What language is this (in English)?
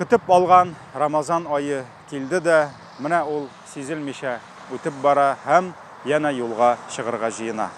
Tatar